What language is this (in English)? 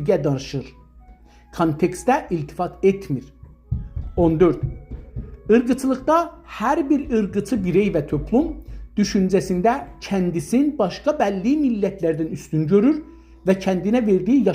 South Azerbaijani